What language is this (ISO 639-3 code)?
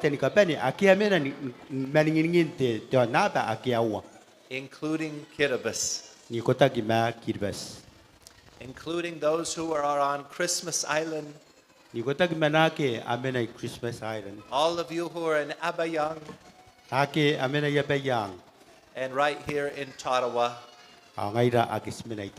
gil